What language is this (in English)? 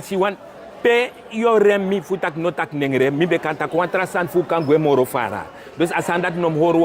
Sranan Tongo